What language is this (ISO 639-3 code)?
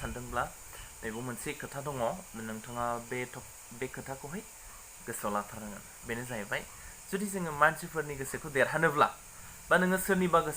brx